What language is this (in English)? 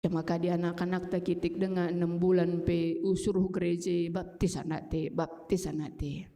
Batak Karo